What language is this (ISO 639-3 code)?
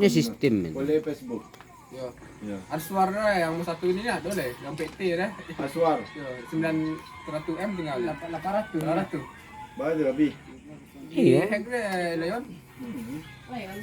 min